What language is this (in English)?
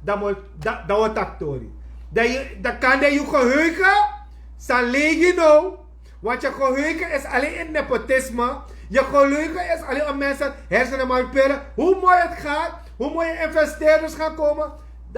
Sranan Tongo